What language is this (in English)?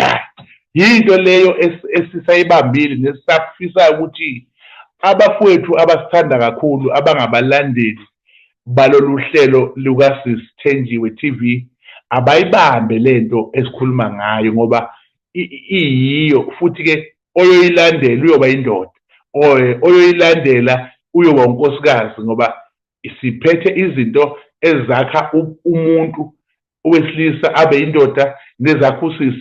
Zulu